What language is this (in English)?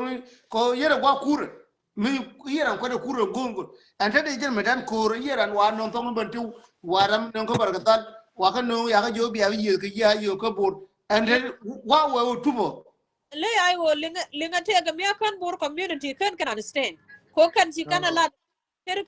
Nuer